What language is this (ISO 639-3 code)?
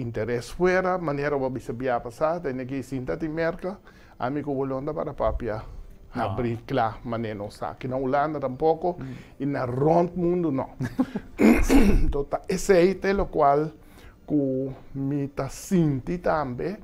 pap